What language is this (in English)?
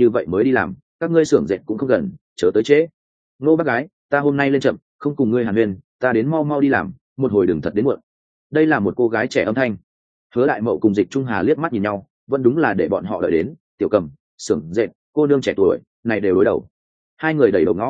Vietnamese